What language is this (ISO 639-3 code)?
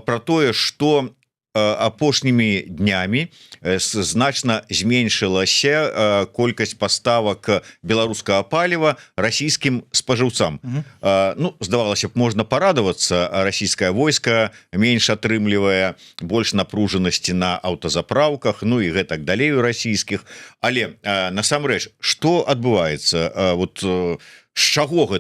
bel